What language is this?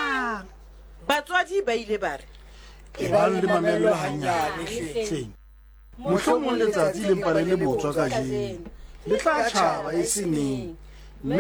Southern Sotho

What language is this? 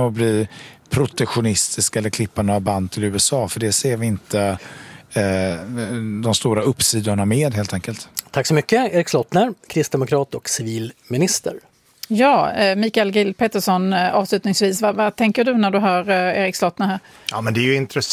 Swedish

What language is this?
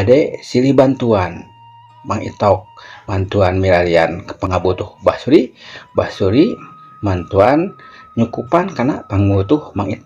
Sundanese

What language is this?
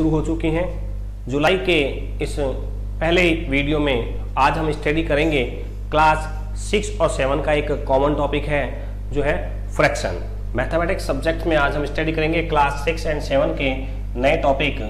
Hindi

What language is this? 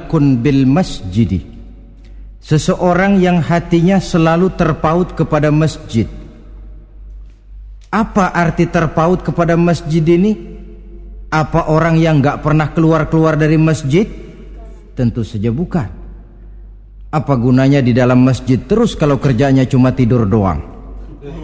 Indonesian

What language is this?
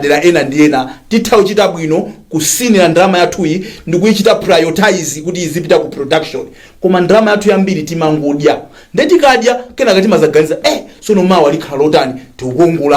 Nyanja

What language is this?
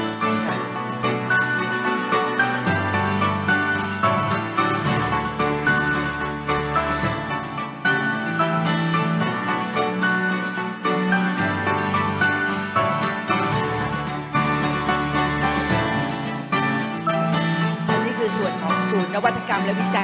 Thai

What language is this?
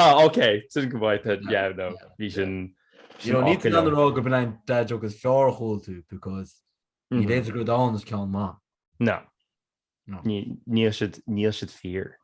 Irish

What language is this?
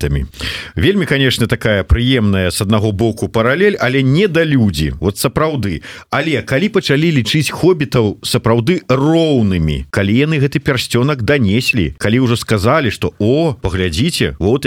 Belarusian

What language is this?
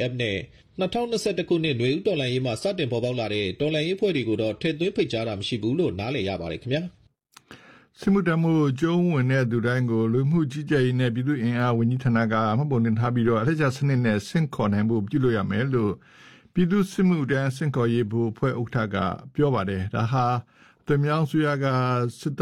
Burmese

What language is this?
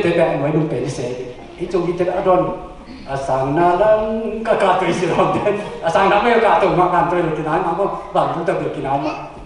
Tedim Chin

